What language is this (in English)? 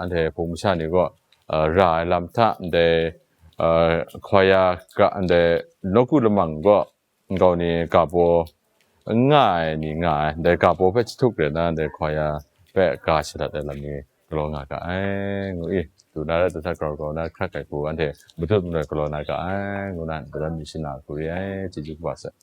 Kachin